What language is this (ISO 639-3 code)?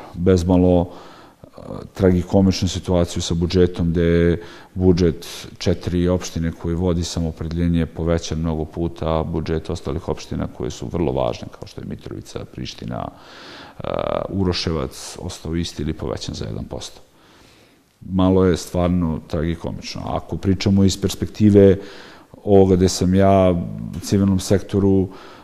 srp